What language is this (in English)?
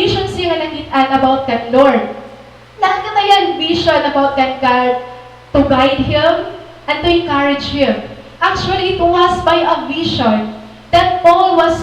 Waray